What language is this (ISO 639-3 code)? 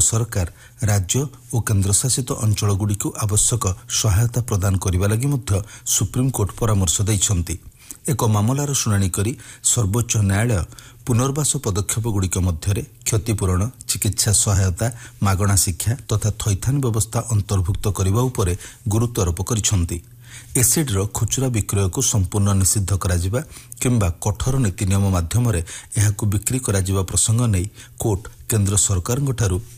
ori